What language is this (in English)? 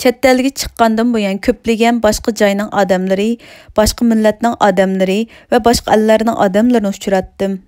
Uyghur